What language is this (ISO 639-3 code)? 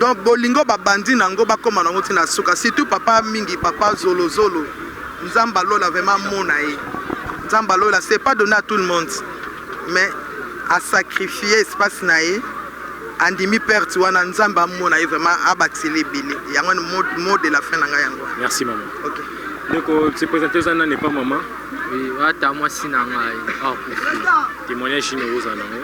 lin